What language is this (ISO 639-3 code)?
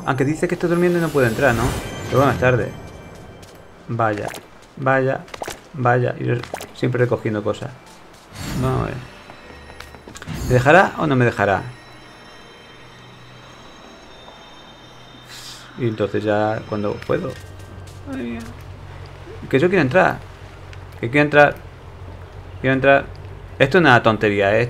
spa